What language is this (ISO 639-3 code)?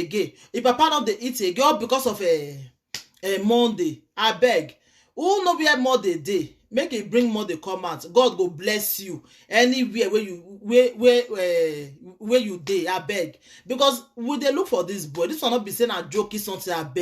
pcm